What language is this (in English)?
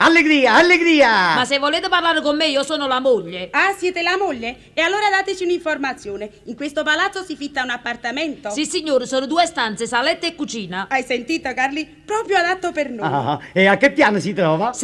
Neapolitan